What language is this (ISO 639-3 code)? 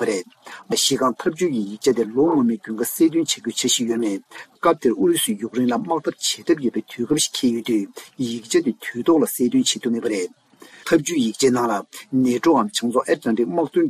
bod